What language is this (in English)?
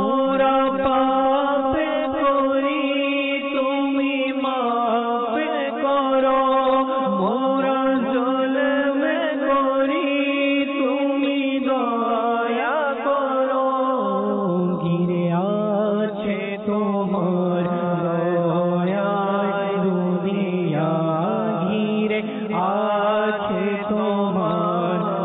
Bangla